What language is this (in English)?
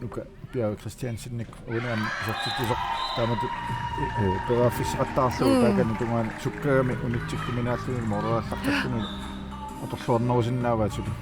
Kalaallisut